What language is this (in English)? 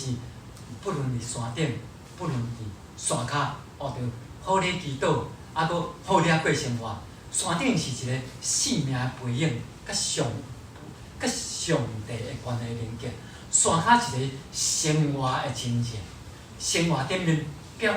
Min Nan Chinese